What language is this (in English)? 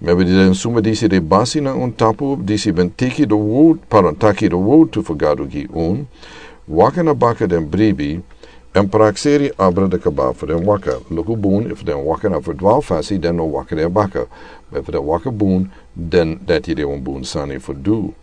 Sranan Tongo